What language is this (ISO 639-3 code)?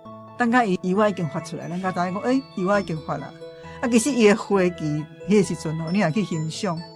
nan